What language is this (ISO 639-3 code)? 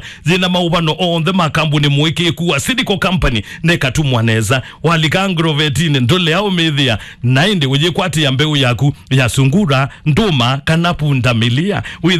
kam